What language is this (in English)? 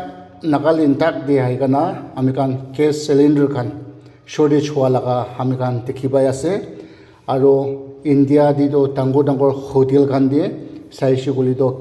Naga Pidgin